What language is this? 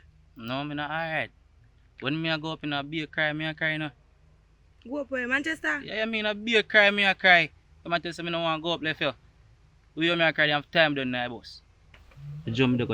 Jamaican Creole English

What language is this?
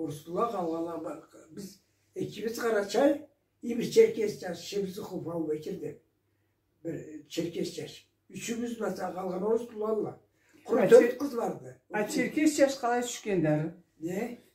Karachay-Balkar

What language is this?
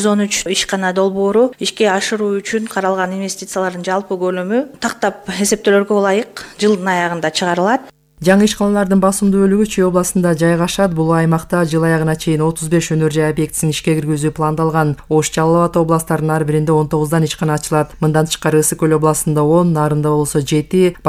Kyrgyz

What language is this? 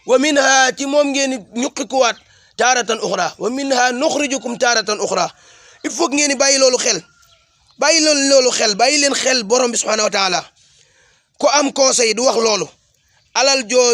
Wolof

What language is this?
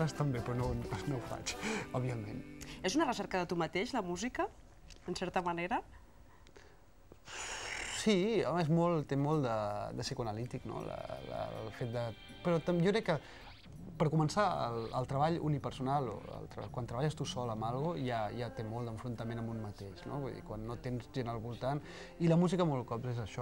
Catalan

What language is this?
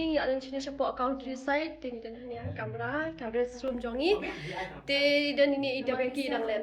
Khasi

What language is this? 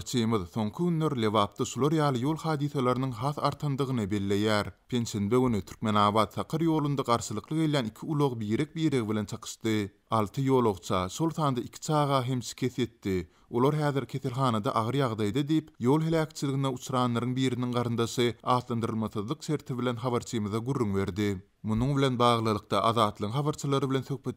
Turkmen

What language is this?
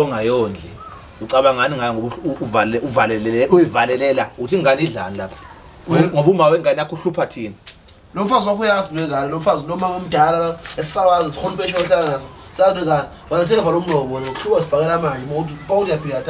Zulu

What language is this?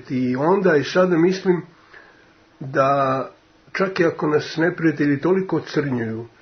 Serbian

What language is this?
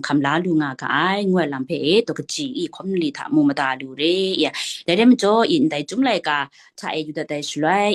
Kachin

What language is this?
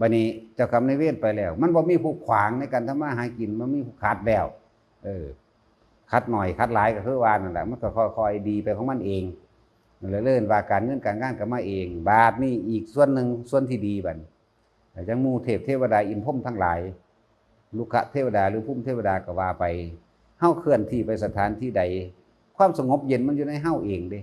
Northeastern Thai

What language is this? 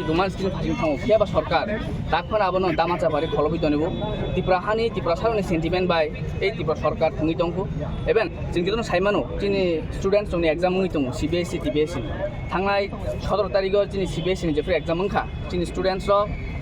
Kok Borok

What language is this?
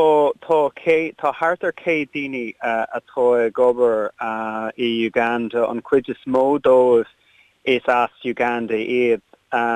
Irish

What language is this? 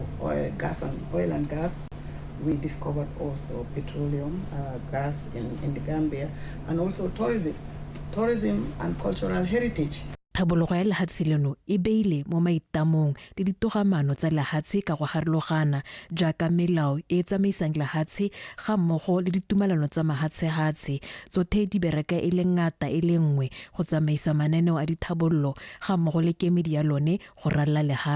Tswana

